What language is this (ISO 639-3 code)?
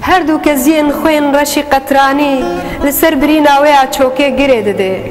kur